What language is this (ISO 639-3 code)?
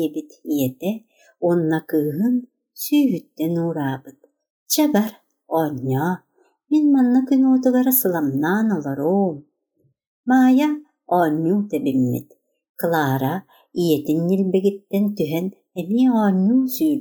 sah